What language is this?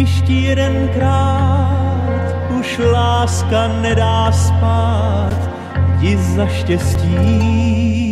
Czech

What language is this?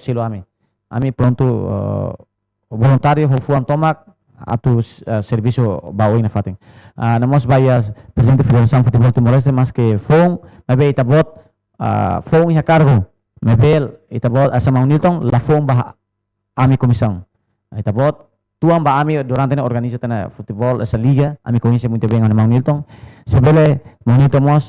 Tetum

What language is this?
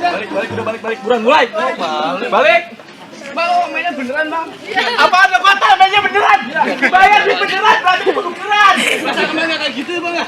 Betawi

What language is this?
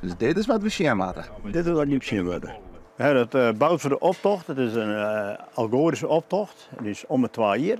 Western Frisian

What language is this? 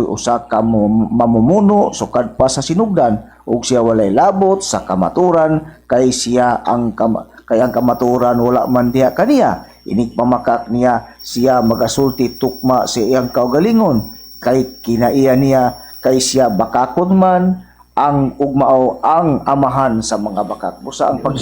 Cebuano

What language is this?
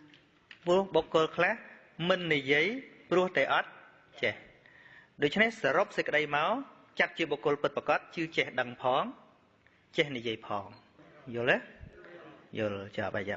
Khmer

